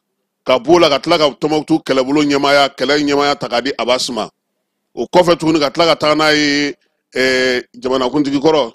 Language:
Bambara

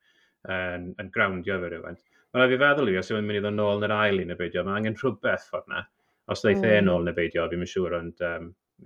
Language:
Welsh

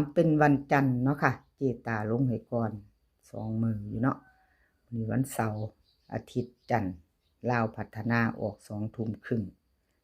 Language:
Northeastern Thai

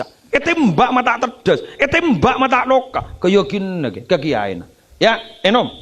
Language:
Madurese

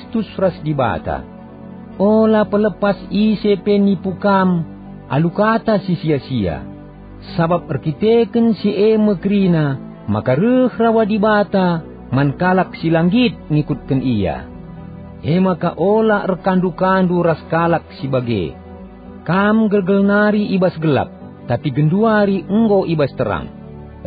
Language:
Batak Karo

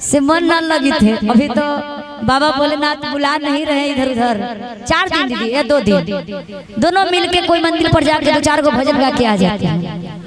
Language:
Magahi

